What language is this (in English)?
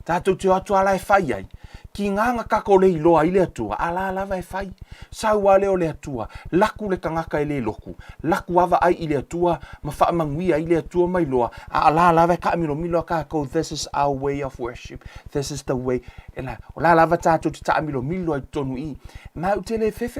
Samoan